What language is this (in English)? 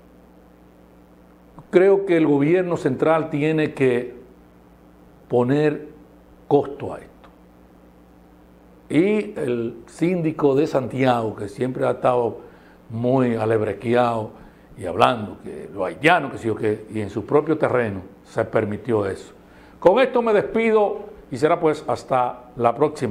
Spanish